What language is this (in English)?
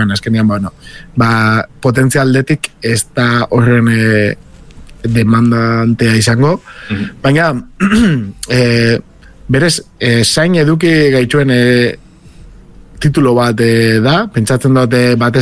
Basque